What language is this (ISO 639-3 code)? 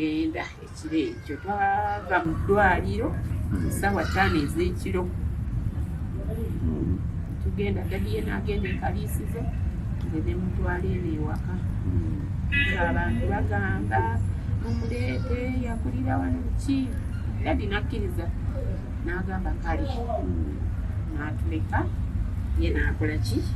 lug